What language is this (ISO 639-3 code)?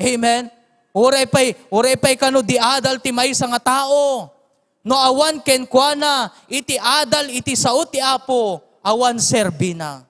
ilo